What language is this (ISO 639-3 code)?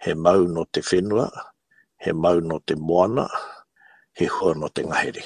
mri